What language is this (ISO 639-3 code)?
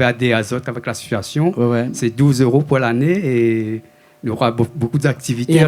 rcf